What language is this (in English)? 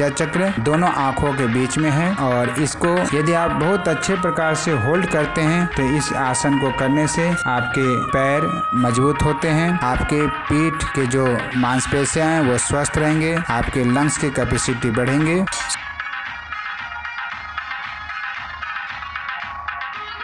Hindi